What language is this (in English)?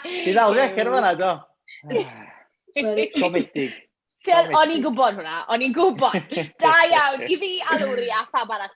Welsh